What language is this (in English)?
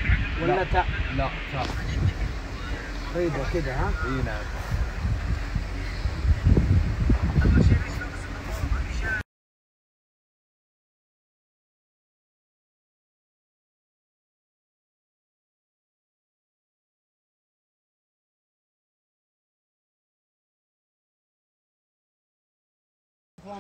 Arabic